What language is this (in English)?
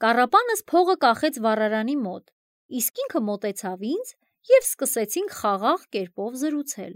Armenian